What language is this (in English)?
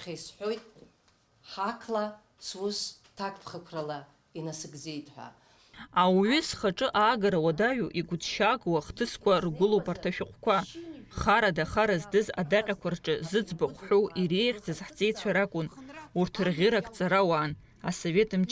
Abkhazian